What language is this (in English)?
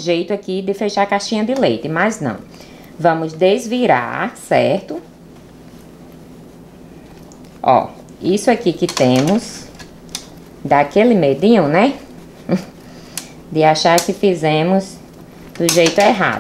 Portuguese